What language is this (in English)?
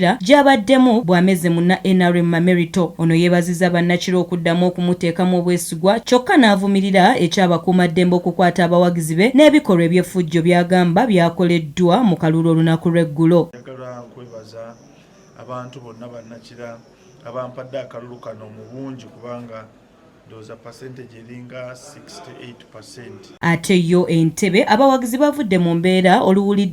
Ganda